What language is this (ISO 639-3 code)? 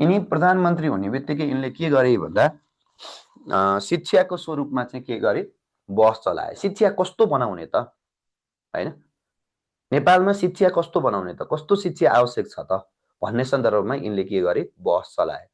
nep